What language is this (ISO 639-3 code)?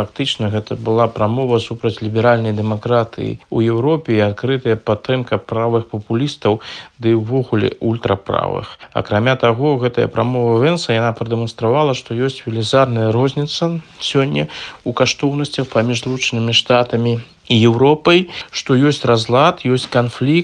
bel